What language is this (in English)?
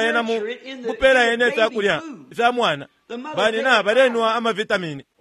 Bemba